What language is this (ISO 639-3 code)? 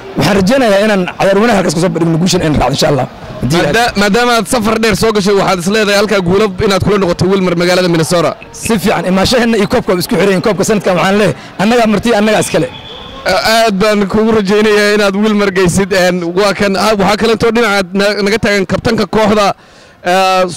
som